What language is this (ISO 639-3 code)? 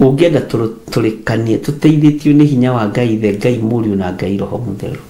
kik